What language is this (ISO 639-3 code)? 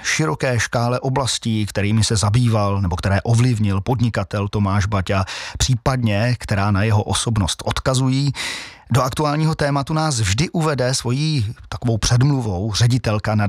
ces